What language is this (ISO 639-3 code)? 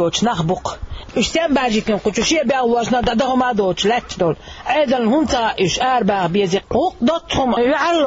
che